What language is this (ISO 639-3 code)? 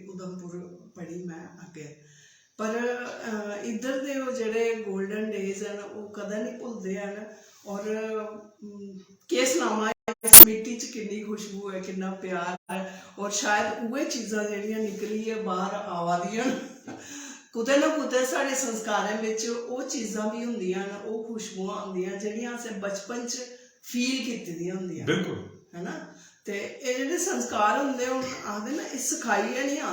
doi